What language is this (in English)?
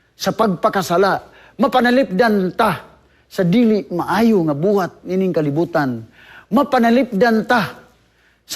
Cebuano